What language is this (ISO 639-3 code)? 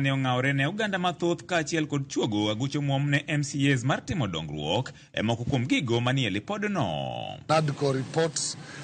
luo